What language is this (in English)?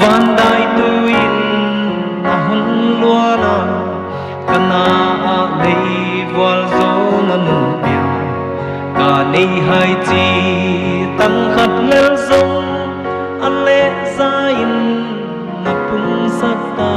Paite Chin